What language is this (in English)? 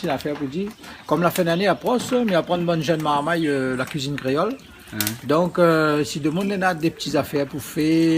Réunion Creole French